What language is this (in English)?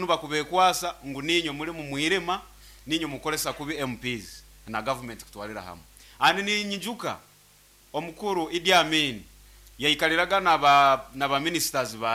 Nyoro